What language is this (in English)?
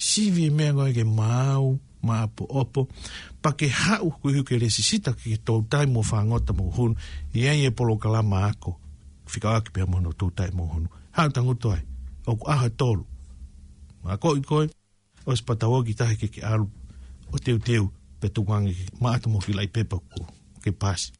Tongan